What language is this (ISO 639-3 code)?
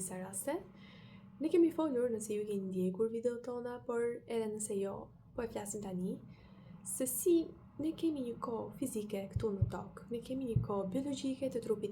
sqi